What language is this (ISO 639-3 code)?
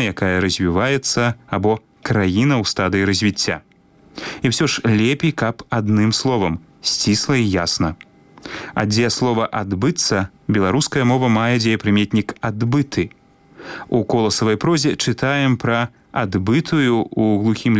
bel